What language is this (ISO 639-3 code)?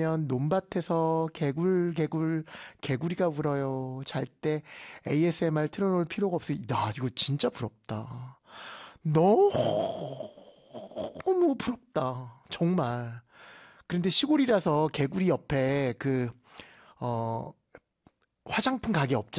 kor